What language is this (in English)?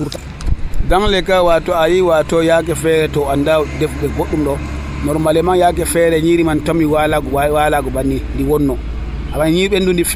Nigerian Fulfulde